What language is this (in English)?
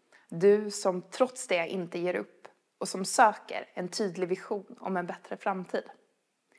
Swedish